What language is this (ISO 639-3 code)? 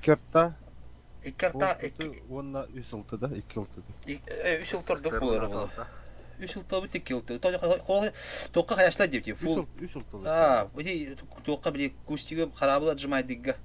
sah